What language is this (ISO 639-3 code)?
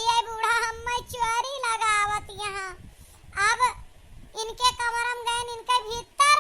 awa